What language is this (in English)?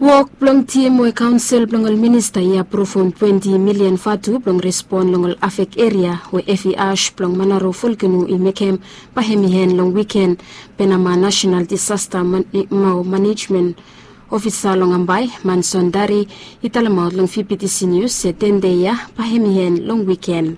Bislama